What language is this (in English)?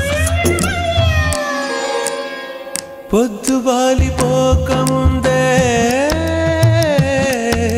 Telugu